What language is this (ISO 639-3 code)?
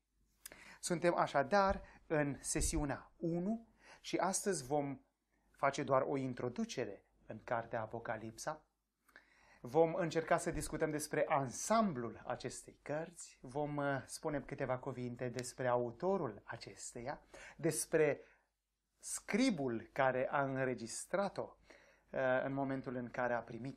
ron